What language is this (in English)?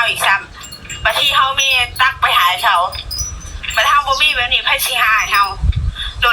Northeastern Thai